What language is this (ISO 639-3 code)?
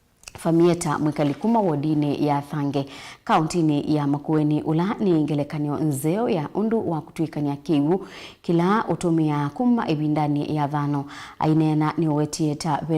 kam